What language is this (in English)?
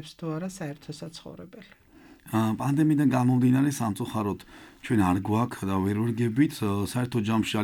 Georgian